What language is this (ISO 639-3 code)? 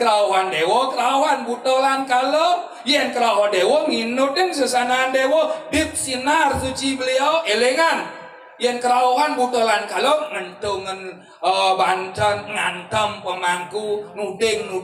ban